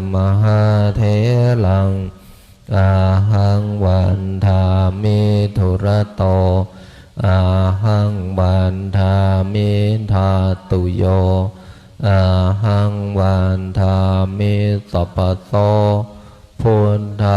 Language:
Pali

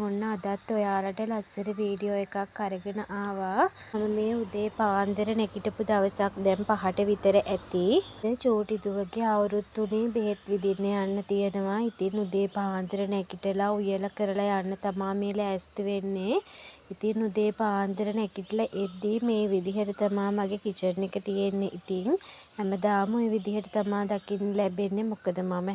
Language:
Sinhala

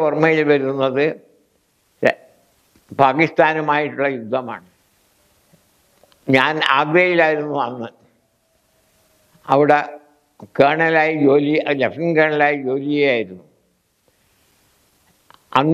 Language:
Malayalam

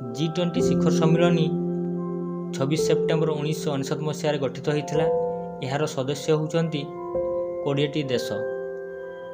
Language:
Odia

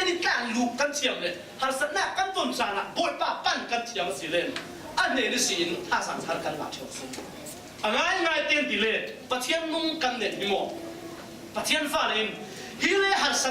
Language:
Falam Chin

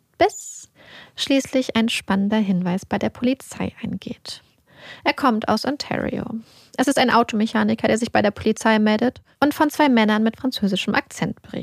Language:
German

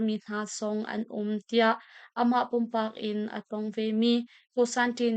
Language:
Hakha Chin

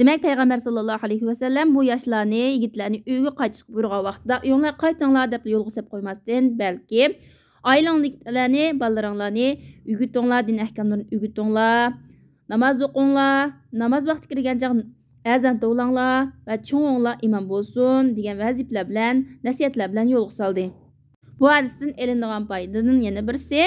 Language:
Uyghur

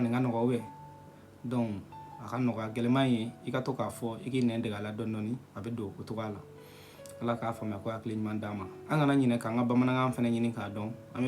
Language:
Bambara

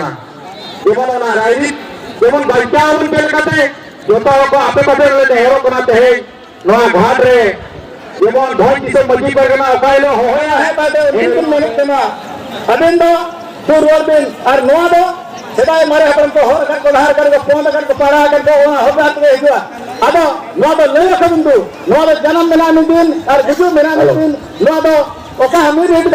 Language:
Santali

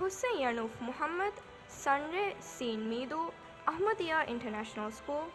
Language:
Divehi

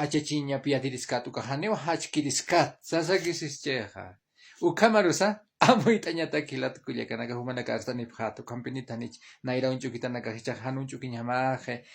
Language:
Aymara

